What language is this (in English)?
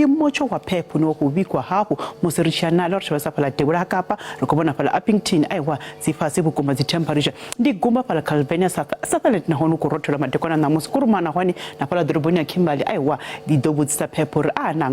Venda